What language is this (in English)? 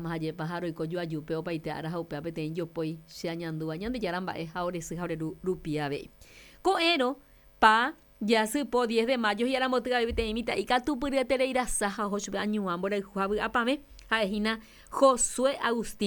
Guarani